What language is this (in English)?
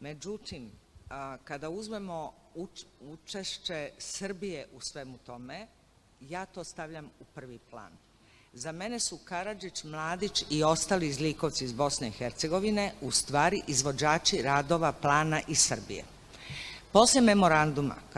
Serbian